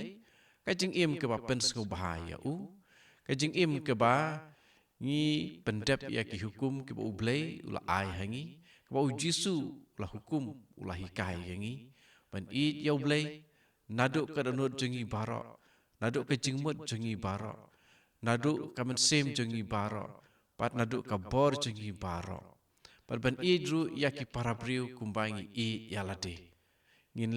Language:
Khasi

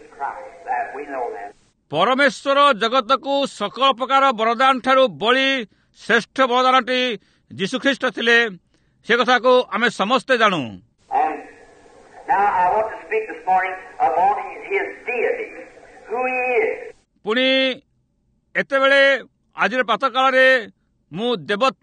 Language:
Odia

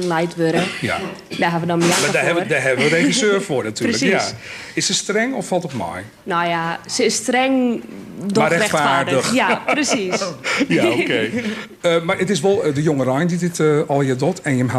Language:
Western Frisian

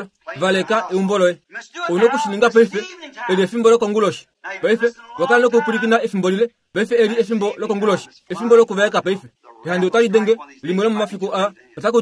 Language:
Kuanyama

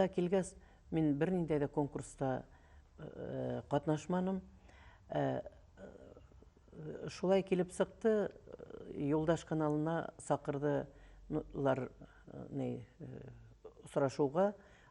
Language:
Bashkir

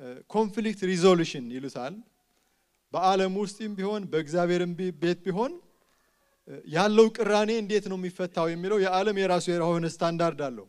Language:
Amharic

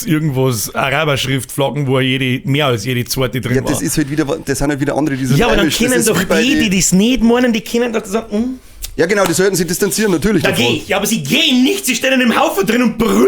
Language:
Bavarian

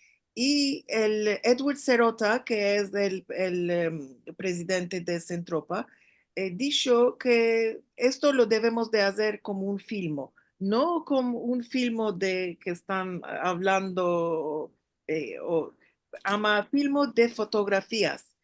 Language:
Ladino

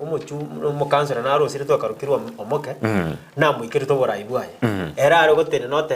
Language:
Gusii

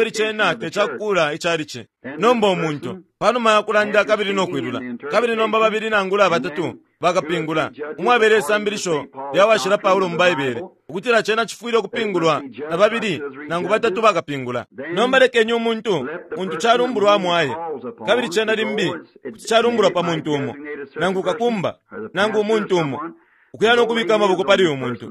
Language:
Bemba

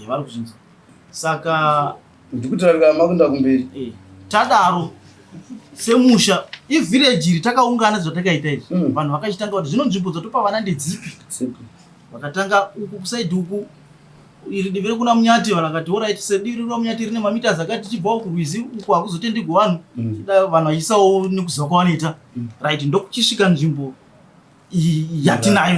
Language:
Shona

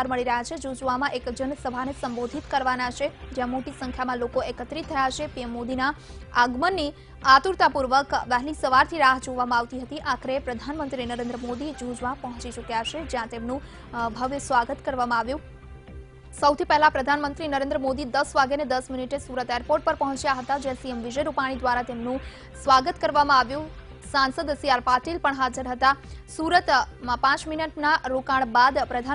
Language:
Gujarati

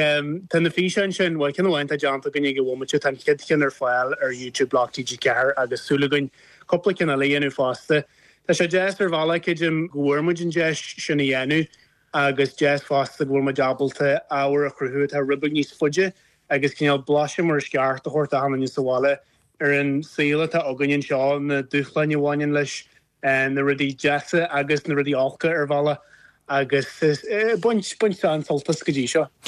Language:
Irish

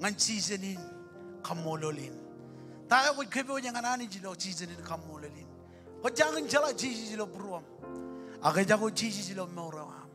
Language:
Marshallese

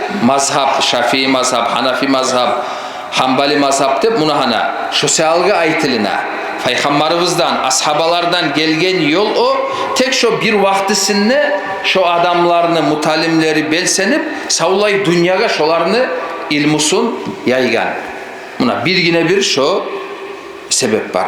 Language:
Kumyk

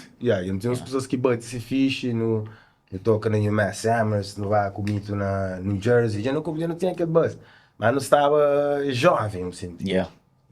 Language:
Kabuverdianu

